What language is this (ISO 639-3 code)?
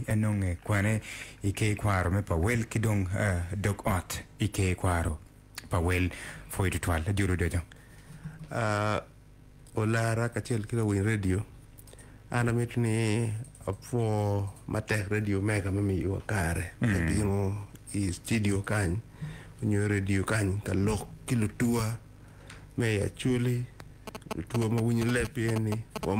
ach